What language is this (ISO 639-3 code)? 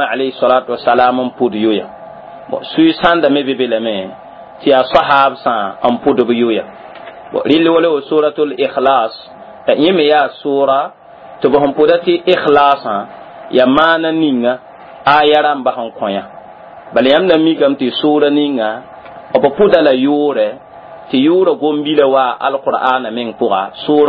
mos